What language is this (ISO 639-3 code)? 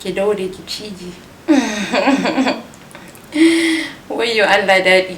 hau